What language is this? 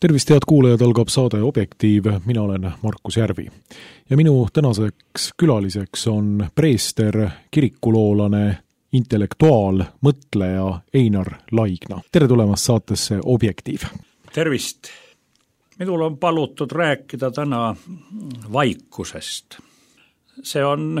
Estonian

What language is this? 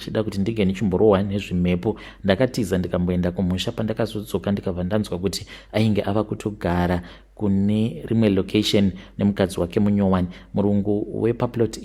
Shona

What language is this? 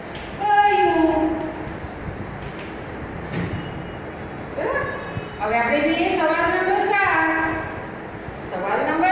Gujarati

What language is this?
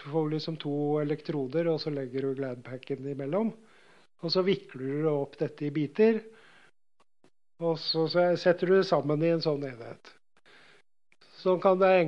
Norwegian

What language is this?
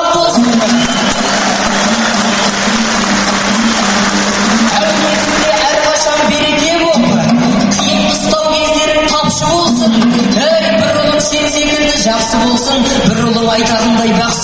Kazakh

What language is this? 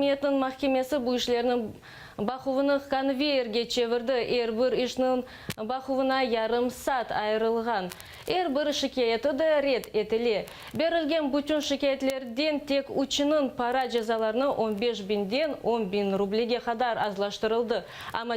Crimean Tatar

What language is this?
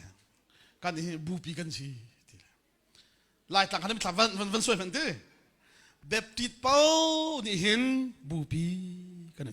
Hakha Chin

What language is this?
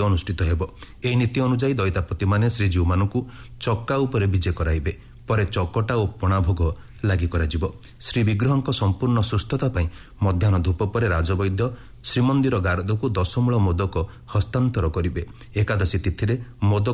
Odia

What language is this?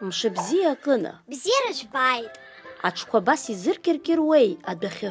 Abkhazian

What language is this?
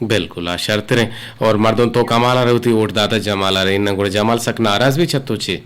Eastern Balochi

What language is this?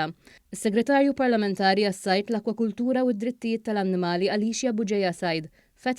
Maltese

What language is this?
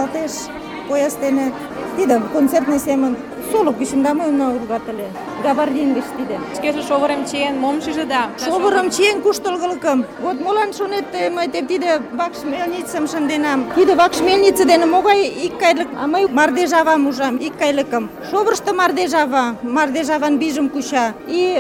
Mari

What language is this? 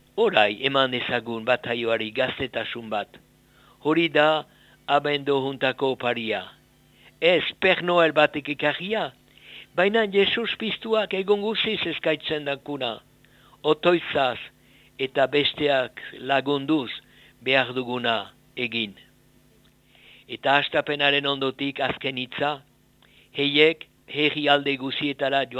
Basque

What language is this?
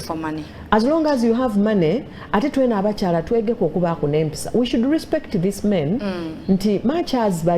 Soga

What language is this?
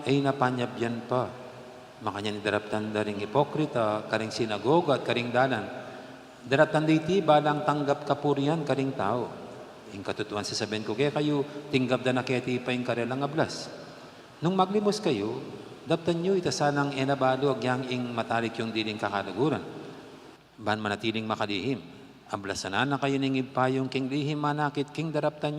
Pampanga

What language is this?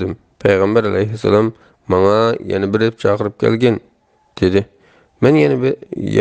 Uyghur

